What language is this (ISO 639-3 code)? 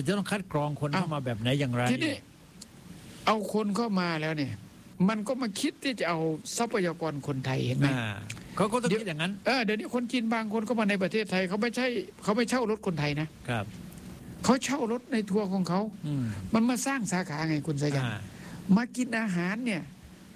tha